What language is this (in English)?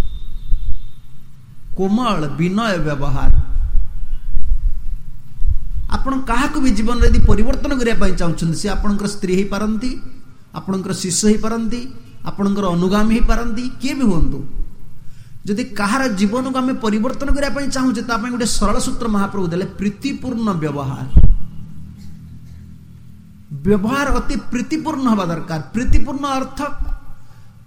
Odia